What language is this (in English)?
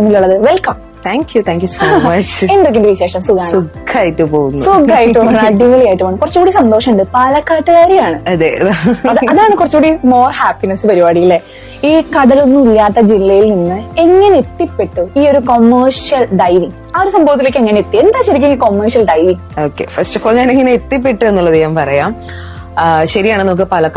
Malayalam